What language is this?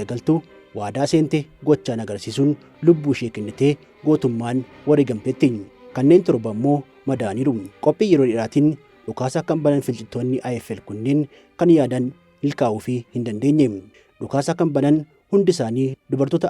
Oromo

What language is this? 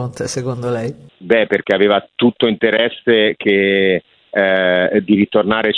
Italian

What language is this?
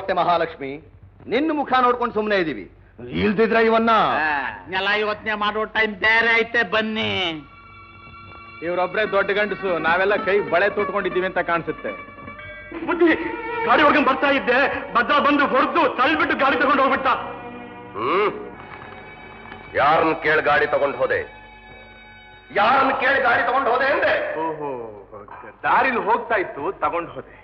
Kannada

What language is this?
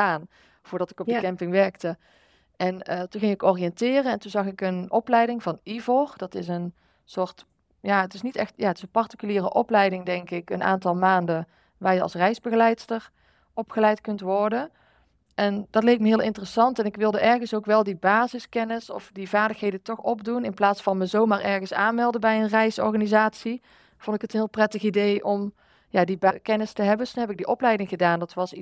Dutch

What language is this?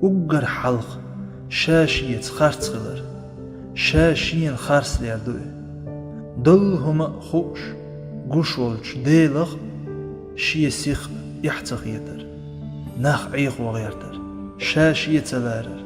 Chechen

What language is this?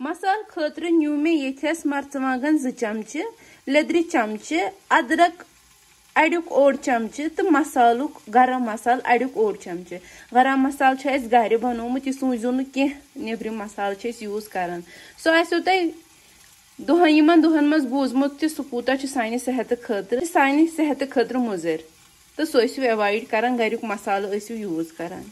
Kashmiri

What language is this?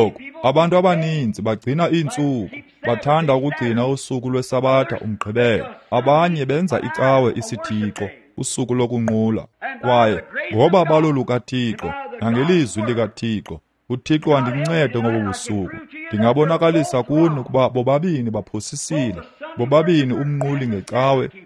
Xhosa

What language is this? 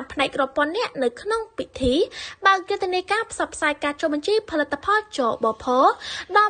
Khmer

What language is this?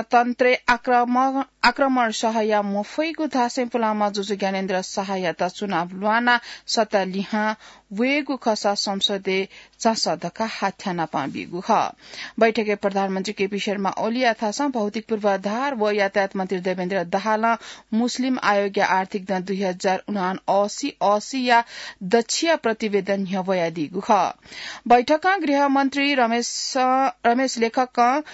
Newari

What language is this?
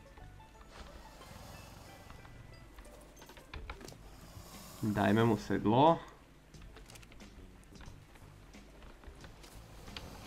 Slovak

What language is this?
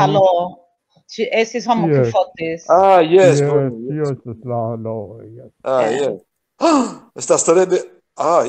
Esperanto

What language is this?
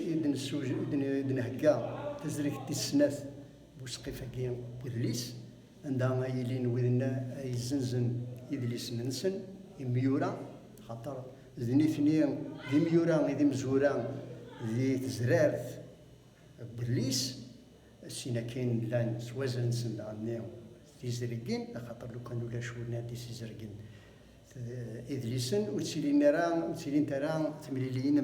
Kabyle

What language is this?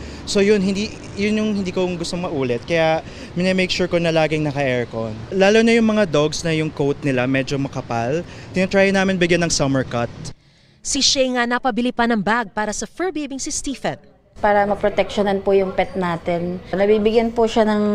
Filipino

